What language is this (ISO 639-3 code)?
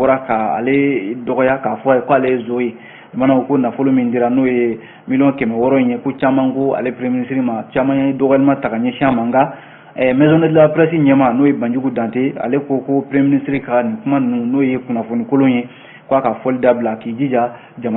bam